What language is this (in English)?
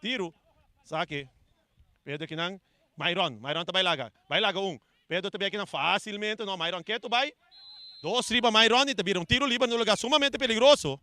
Papiamento